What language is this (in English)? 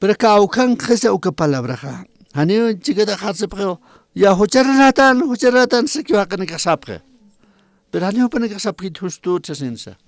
Aymara